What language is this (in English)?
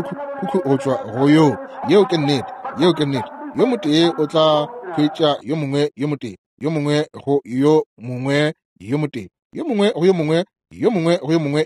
Northern Sotho